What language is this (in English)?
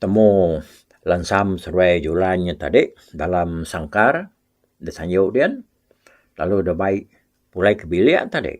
Iban